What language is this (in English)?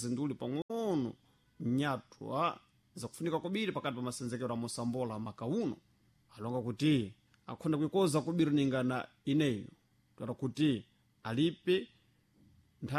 Sena